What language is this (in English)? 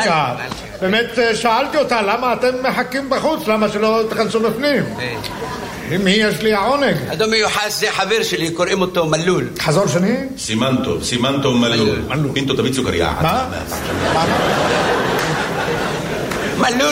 Hebrew